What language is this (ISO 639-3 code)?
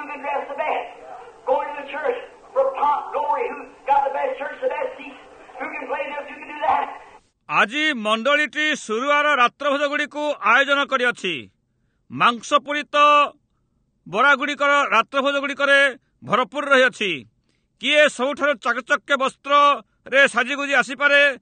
ori